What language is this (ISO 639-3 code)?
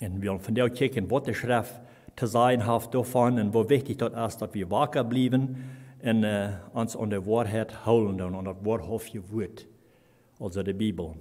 pdt